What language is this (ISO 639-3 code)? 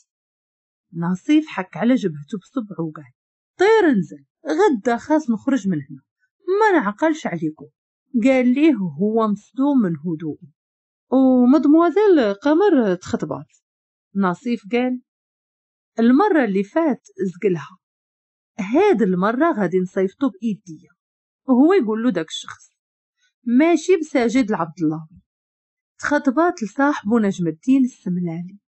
ary